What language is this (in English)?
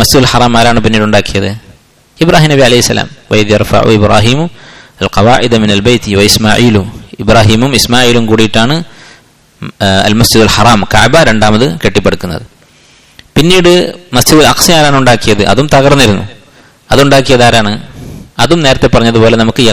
Malayalam